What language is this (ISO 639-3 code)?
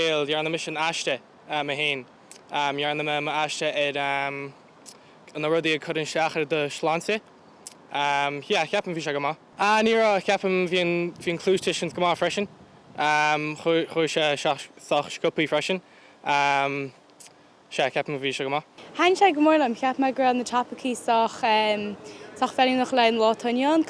gle